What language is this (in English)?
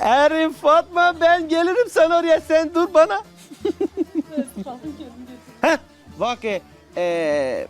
Zaza